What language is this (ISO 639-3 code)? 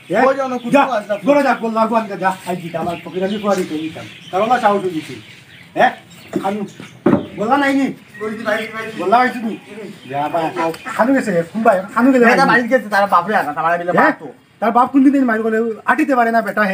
syl